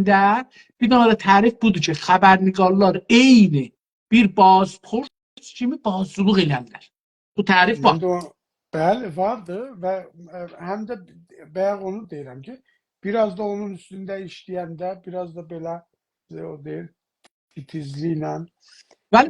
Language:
South Azerbaijani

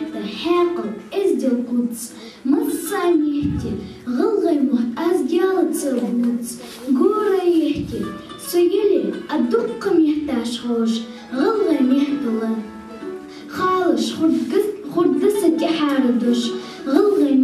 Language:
Ingush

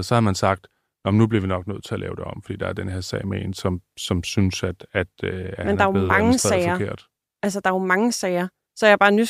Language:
Danish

